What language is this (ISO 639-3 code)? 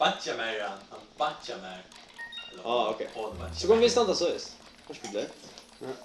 fao